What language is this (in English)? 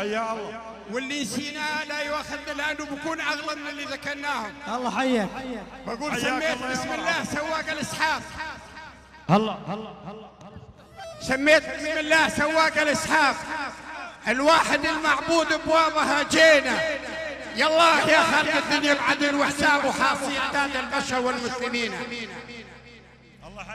South Levantine Arabic